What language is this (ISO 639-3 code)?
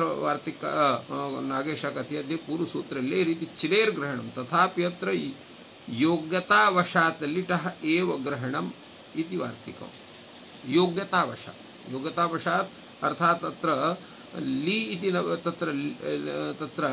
san